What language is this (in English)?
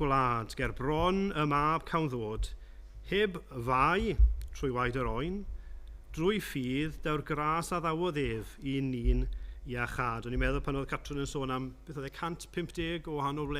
Welsh